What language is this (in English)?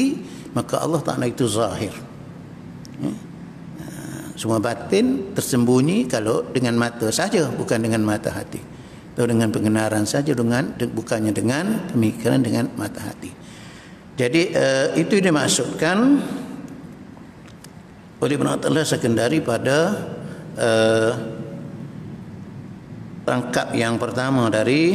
Malay